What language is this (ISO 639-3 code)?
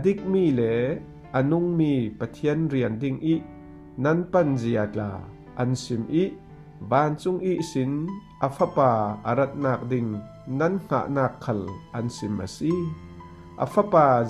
cfm